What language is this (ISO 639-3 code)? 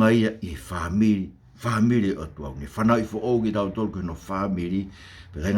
ton